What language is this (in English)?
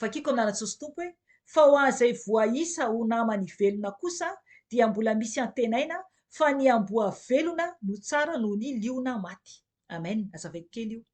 Malagasy